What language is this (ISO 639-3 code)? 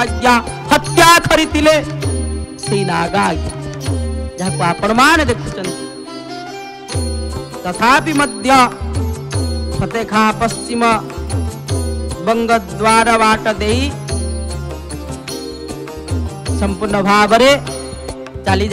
ori